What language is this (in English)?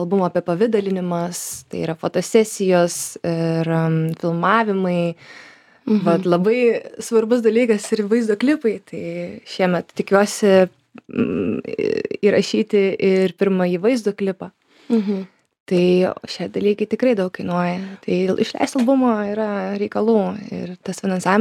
Lithuanian